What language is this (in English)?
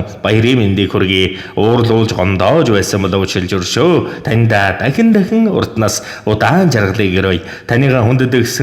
Mongolian